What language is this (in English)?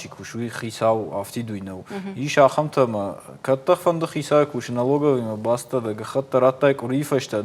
Ossetic